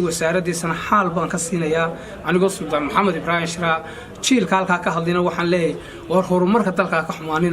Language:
Somali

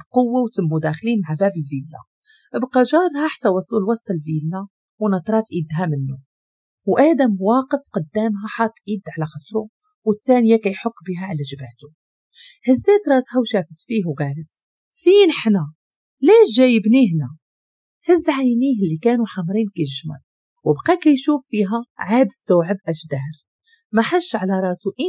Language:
Moroccan Arabic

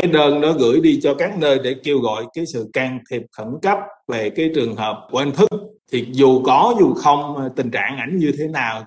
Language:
Vietnamese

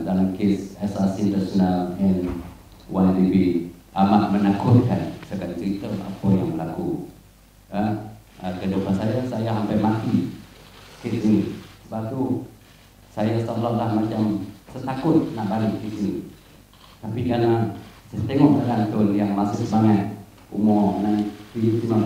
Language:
Malay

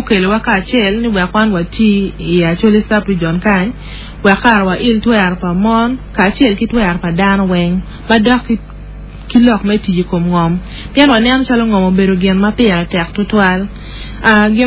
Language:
Acoli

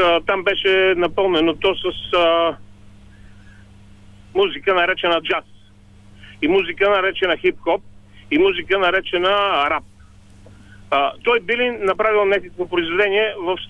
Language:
Bulgarian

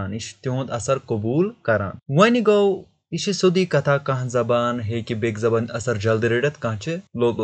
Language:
Kashmiri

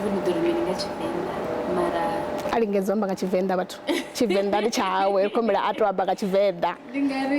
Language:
Venda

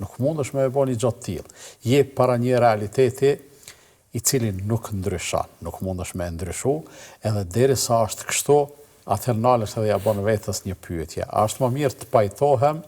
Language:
Albanian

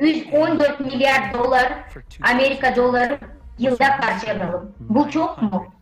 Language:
Gagauz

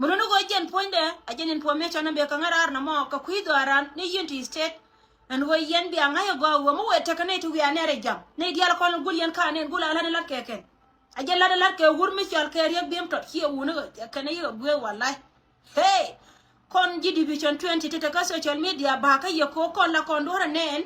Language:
Nuer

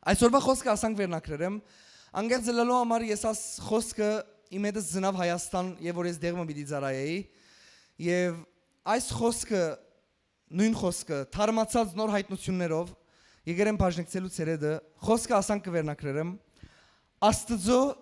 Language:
Western Armenian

